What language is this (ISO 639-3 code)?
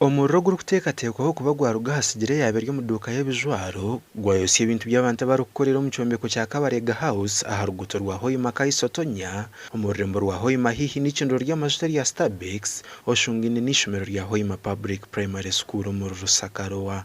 nyn